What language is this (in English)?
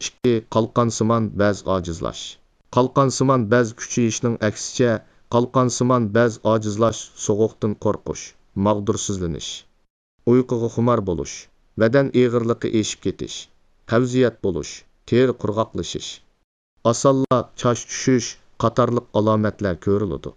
Uyghur